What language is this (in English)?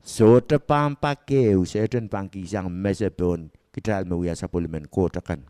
Pohnpeian